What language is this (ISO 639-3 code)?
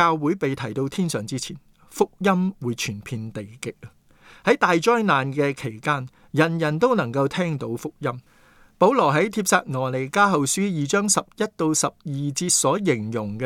yue